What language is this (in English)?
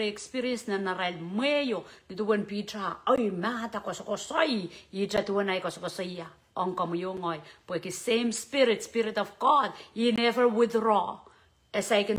Pohnpeian